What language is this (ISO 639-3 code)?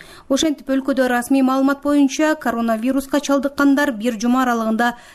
kir